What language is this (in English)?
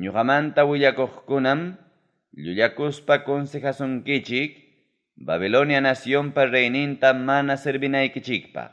Ayacucho Quechua